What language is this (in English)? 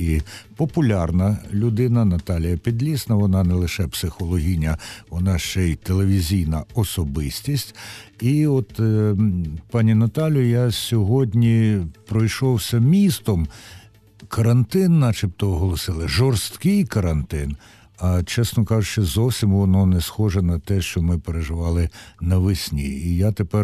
Ukrainian